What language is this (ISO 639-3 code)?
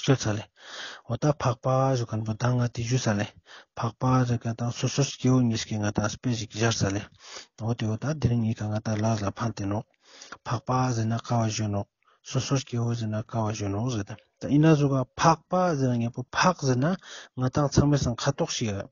lbj